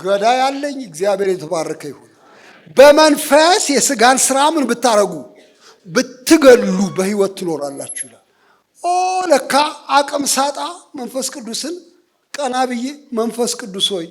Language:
Amharic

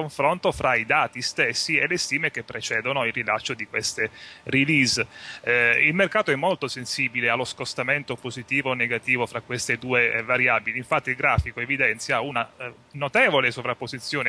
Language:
Italian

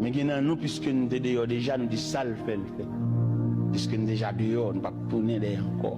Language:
Haitian Creole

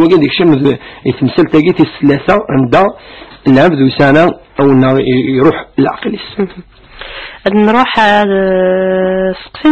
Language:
Kabyle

